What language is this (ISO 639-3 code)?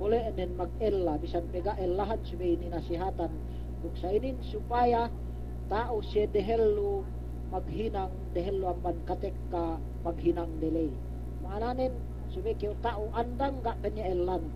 yka